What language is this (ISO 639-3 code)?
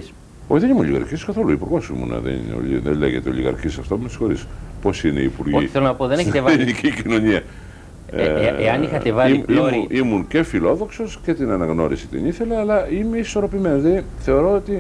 ell